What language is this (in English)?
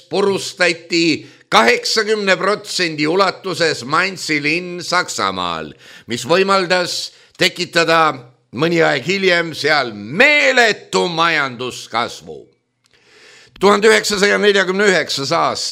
Estonian